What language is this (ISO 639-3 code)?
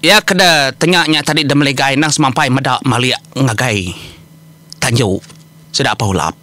iba